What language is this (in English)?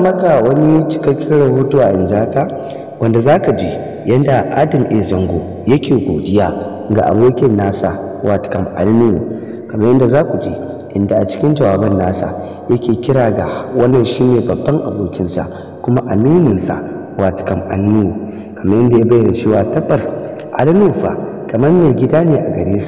Hausa